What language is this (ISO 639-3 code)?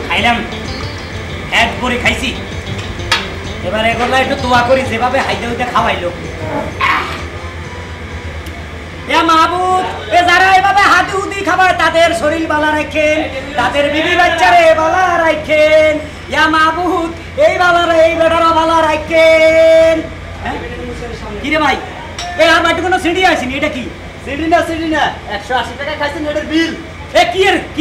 ben